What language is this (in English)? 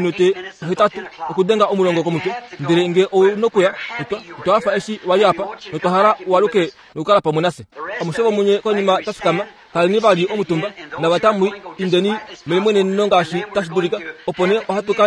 Kuanyama